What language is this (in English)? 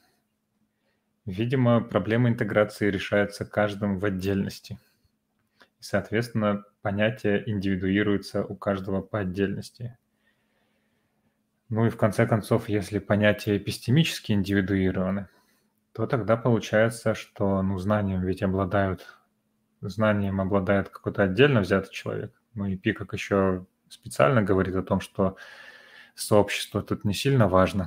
Russian